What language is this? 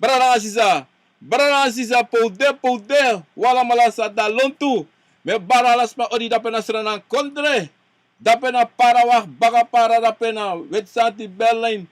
Sranan Tongo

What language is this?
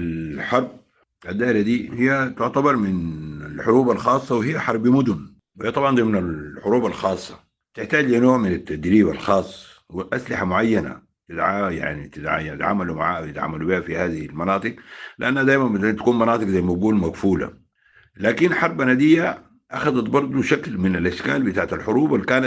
Sudanese Arabic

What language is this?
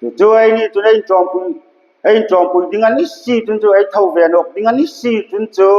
Hmar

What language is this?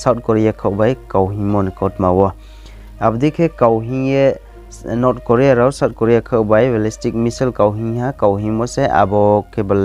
Riang (India)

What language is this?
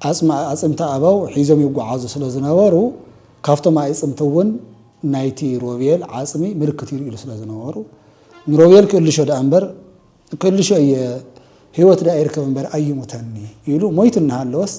Tigrinya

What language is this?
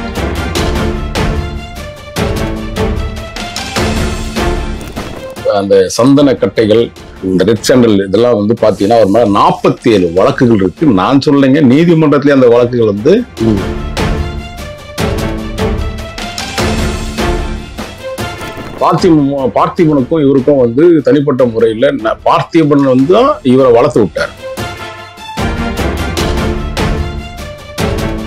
Tamil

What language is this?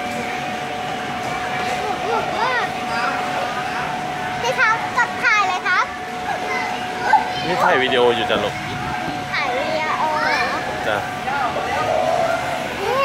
Thai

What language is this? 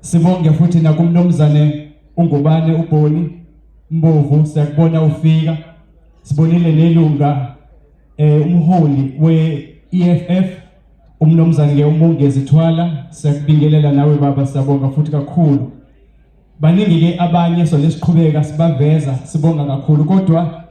Zulu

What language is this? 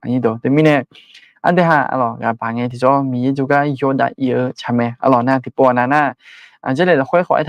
Akha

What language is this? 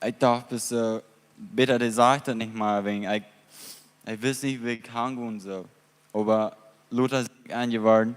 Plautdietsch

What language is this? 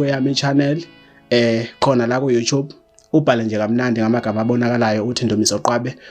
Zulu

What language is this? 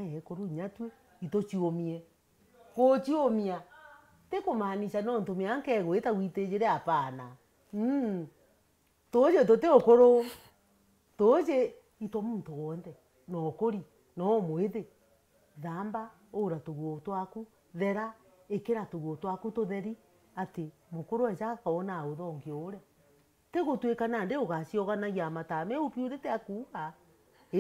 Meru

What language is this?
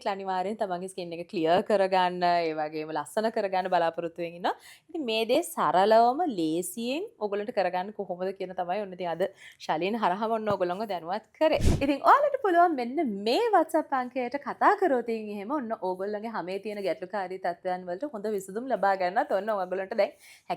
Sinhala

